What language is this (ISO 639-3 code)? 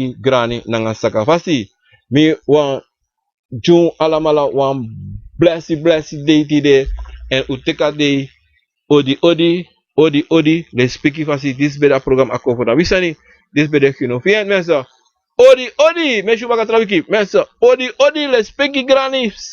srn